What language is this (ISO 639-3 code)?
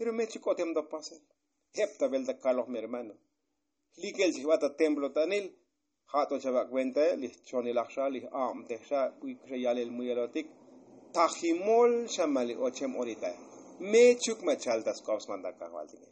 tzo